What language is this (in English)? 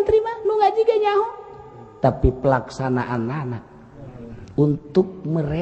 Sundanese